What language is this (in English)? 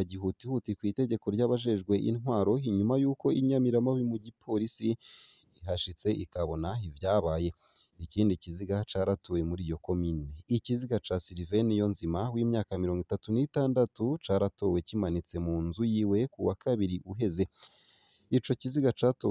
Rundi